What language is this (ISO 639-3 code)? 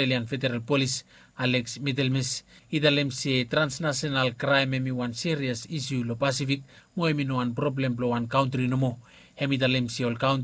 bis